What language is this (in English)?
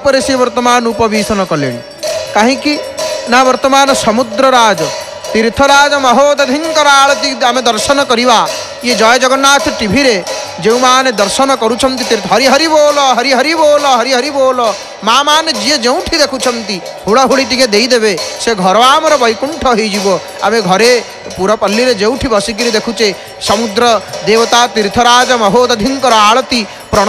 Odia